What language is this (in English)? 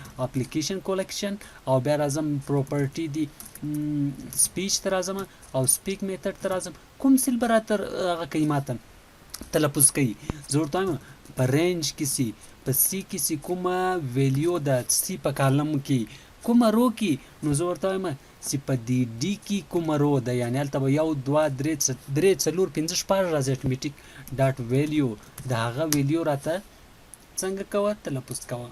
Pashto